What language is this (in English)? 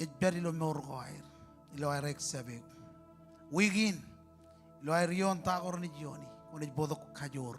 Marshallese